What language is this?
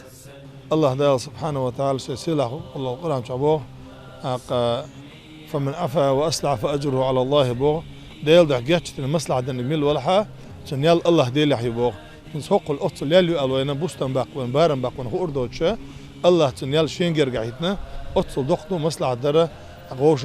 Chechen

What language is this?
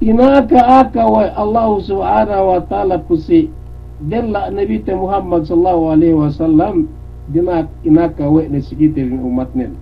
Yakan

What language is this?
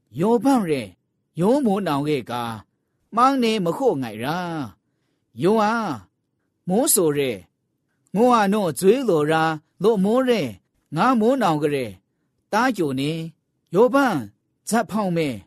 Burmese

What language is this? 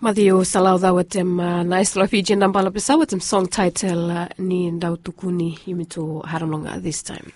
Bislama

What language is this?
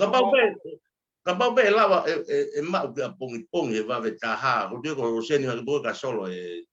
Tongan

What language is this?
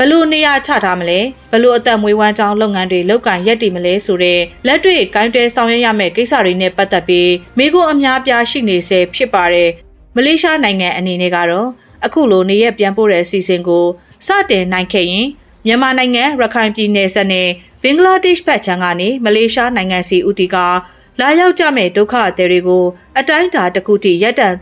Burmese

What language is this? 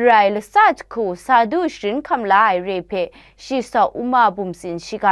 Kachin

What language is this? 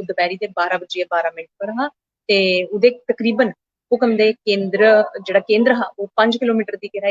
Dogri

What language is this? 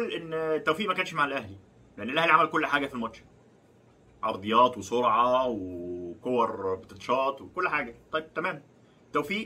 Egyptian Arabic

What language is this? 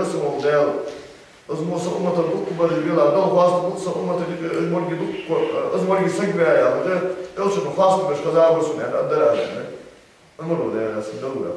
Ingush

